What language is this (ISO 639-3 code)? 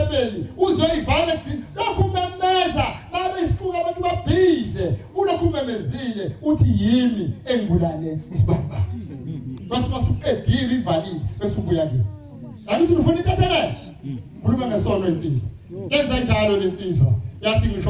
zul